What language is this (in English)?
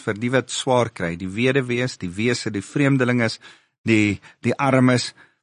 Afrikaans